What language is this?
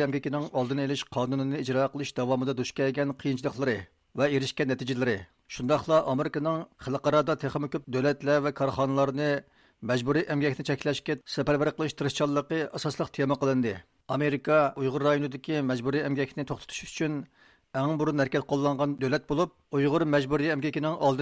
Uyghur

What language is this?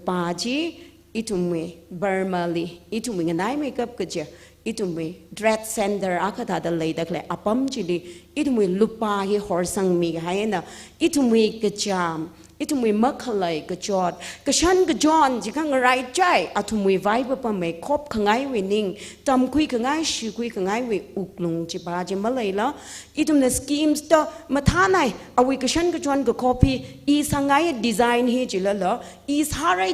Tangkhul Naga (India)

